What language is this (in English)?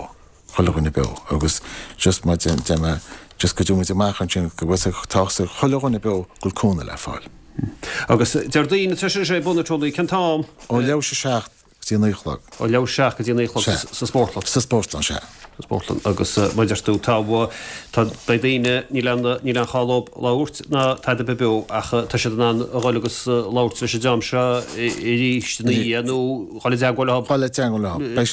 Irish